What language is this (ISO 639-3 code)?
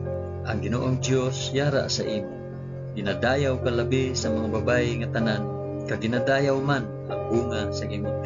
hil